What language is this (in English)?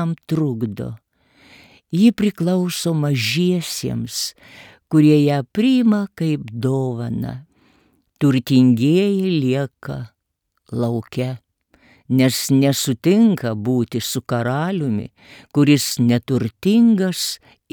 Lithuanian